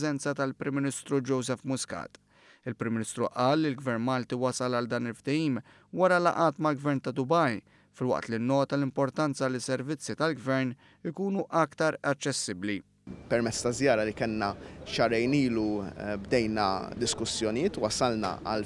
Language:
Maltese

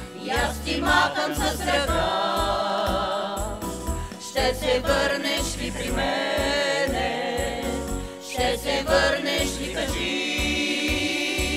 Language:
Bulgarian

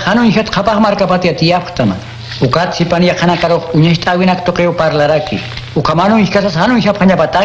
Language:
Aymara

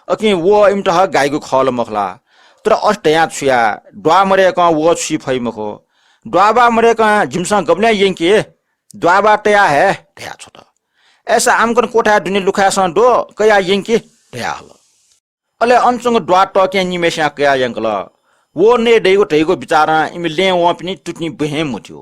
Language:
Newari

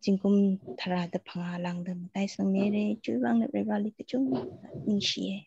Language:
Tangkhul Naga (India)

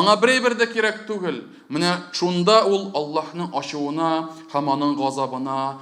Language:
Tatar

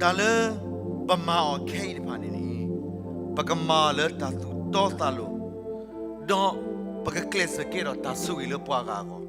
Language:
S'gaw Karen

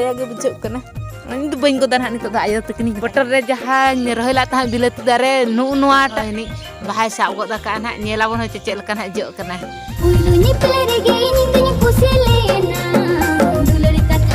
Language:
Santali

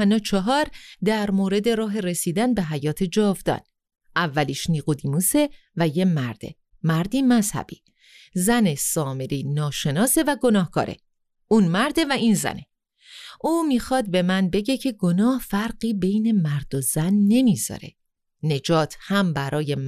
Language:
Persian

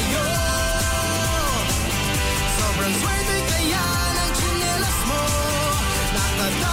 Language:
Filipino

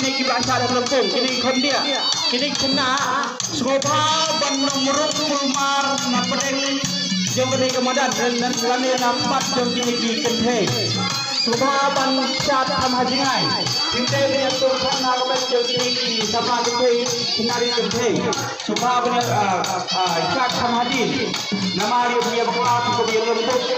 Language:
Khasi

